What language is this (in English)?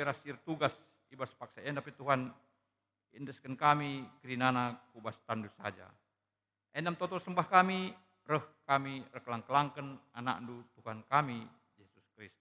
Batak Karo